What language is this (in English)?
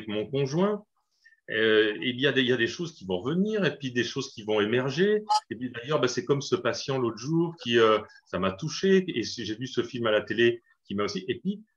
French